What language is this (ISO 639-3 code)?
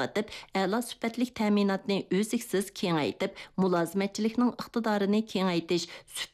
uig